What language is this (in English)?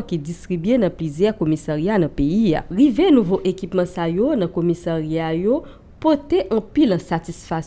Haitian Creole